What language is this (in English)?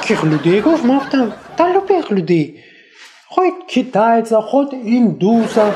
Tajik